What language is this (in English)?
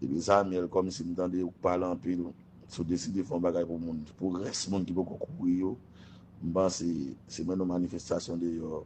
Haitian Creole